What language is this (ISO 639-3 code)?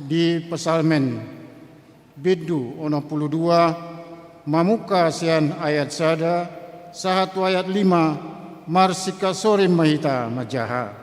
bbc